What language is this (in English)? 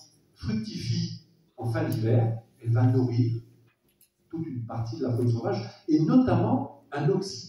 French